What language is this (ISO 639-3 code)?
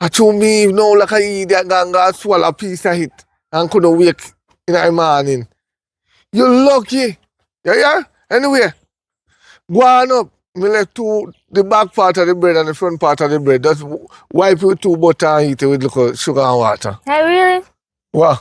jam